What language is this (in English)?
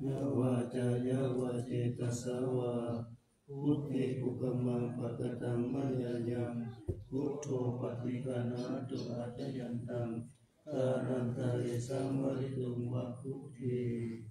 Pali